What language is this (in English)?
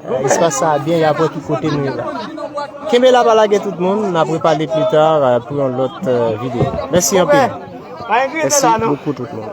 Haitian Creole